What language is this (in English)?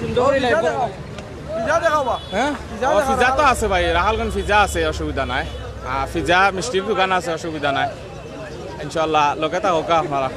Sylheti